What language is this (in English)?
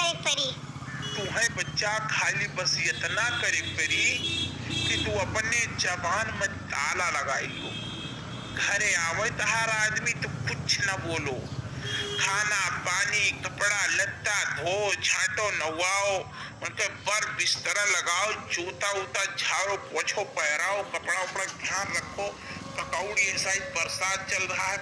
Awadhi